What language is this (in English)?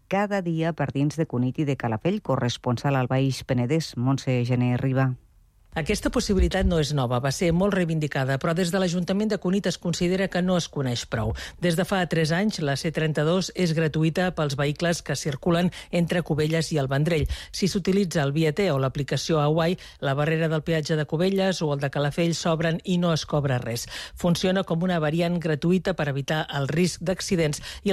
Catalan